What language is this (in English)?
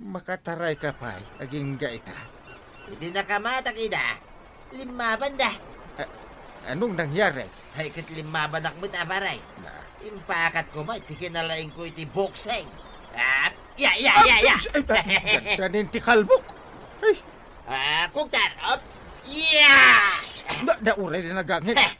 Iloko